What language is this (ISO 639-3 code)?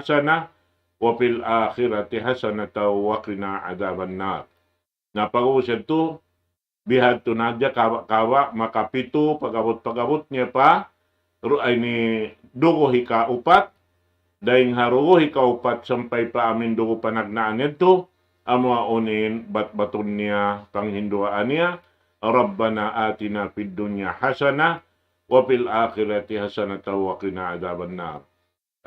tsg